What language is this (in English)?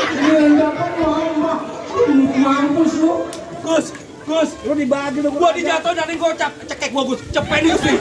Betawi